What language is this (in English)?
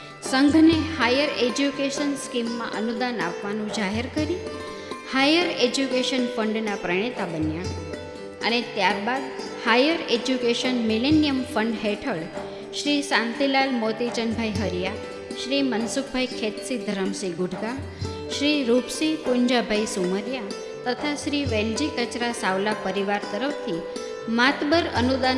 Gujarati